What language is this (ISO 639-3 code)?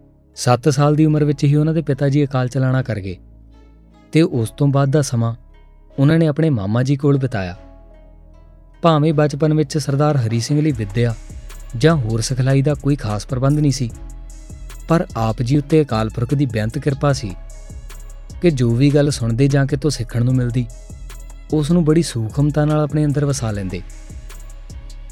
pan